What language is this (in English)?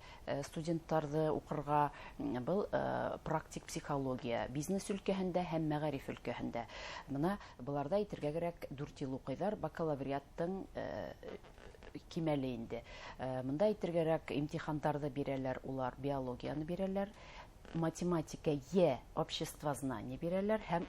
Bashkir